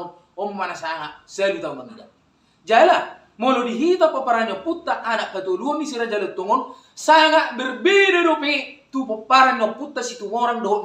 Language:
Batak Toba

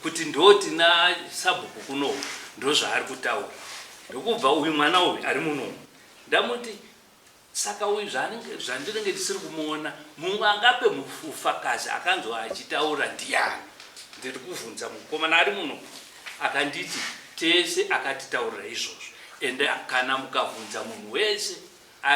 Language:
Shona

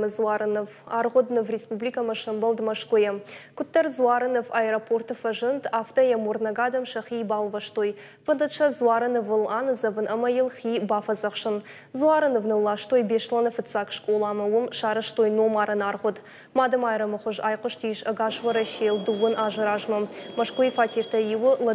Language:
Ossetic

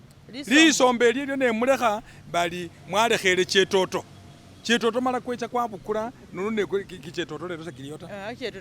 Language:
Masaaba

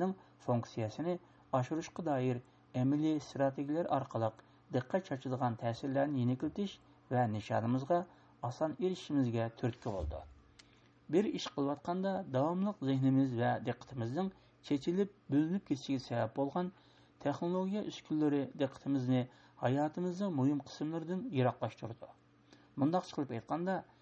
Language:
Uyghur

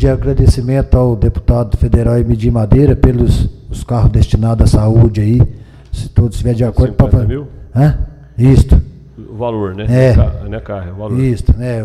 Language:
Portuguese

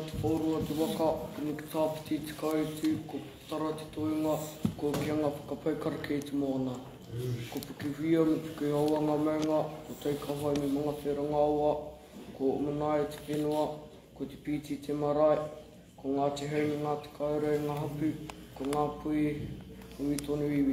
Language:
Māori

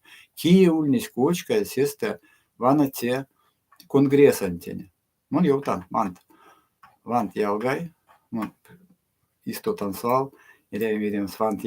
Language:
Erzya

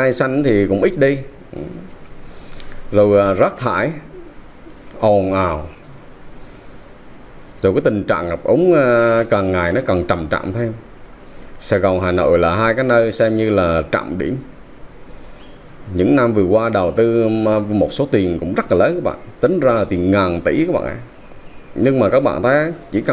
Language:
Vietnamese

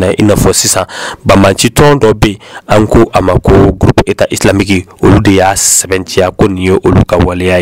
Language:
Bambara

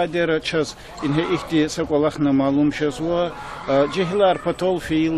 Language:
Lezghian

